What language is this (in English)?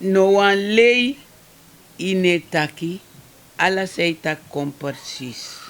Sranan Tongo